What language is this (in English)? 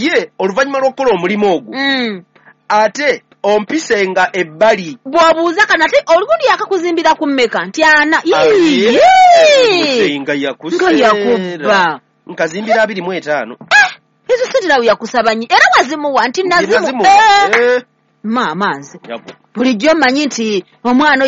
Ganda